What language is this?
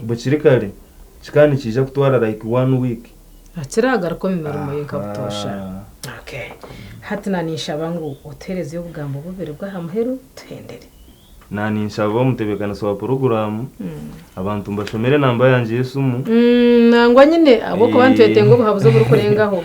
Nyankole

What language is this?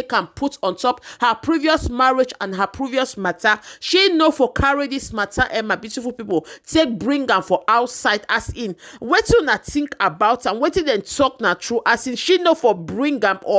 Nigerian Pidgin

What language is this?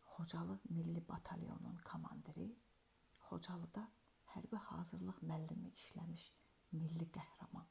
Azerbaijani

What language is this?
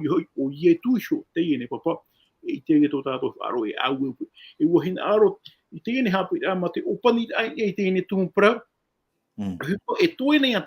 Tahitian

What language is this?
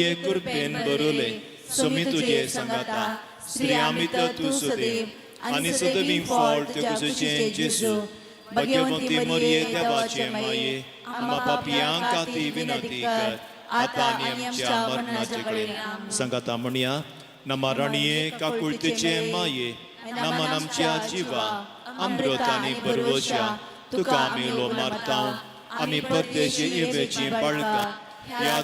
Konkani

